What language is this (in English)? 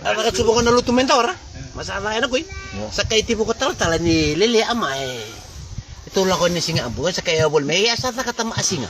Fijian